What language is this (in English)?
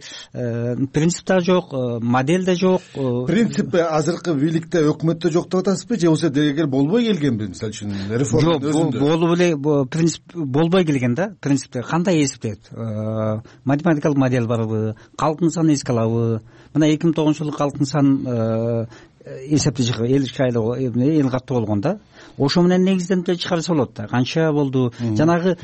Kyrgyz